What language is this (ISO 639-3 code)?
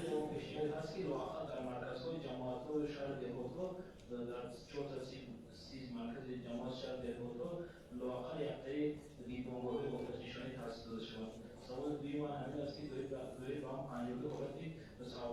tgk